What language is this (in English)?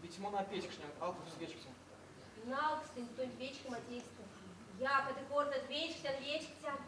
Erzya